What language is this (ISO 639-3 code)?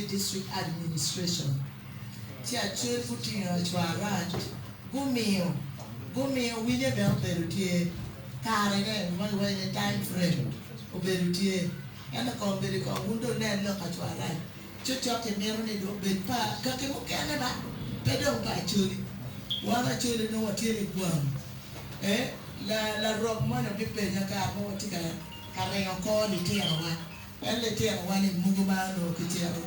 ach